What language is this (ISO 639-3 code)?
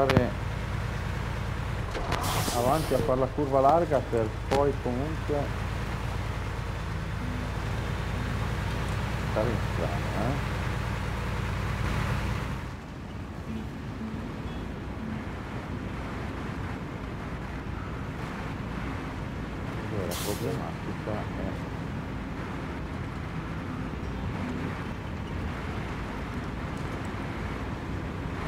ita